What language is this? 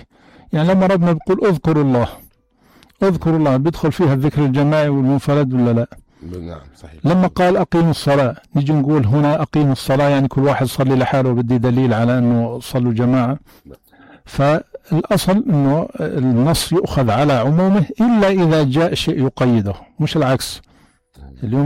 North Levantine Arabic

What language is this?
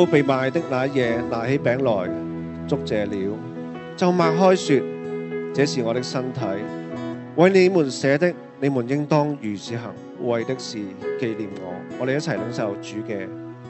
Cantonese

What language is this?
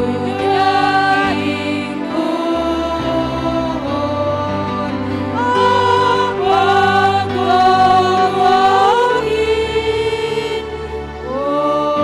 Batak Simalungun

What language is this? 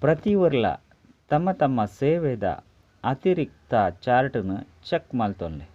Tulu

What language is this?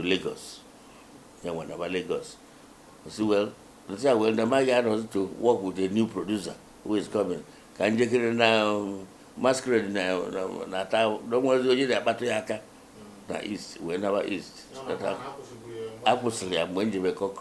Igbo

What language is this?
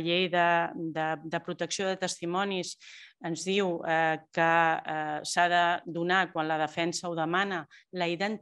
Catalan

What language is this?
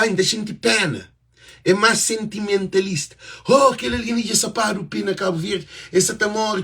Kabuverdianu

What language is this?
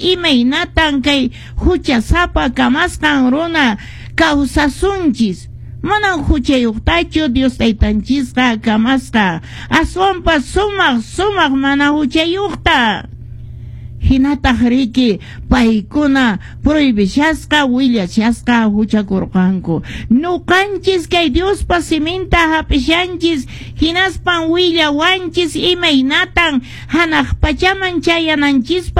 Quechua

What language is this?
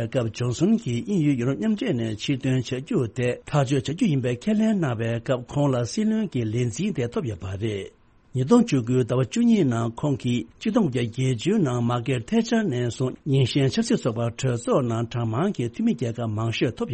Tibetan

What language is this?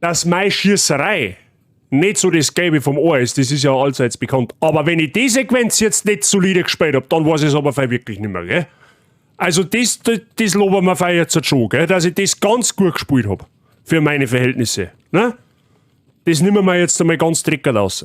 Bavarian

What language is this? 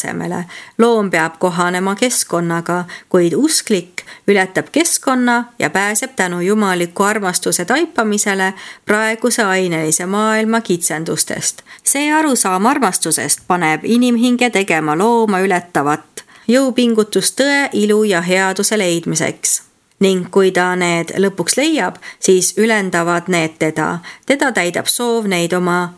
Estonian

